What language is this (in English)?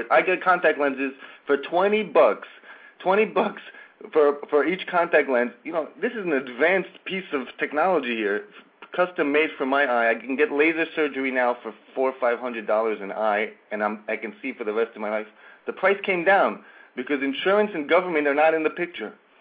English